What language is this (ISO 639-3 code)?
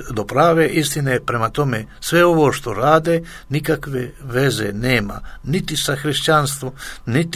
hrv